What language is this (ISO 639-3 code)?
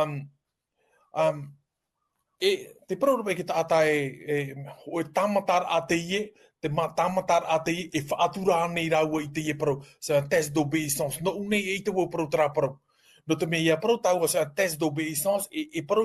tah